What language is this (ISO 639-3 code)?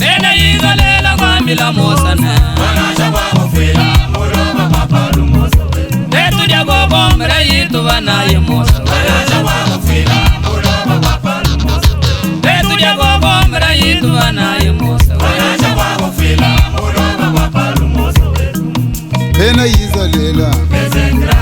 lua